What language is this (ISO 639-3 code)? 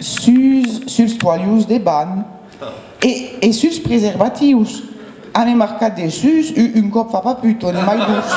oci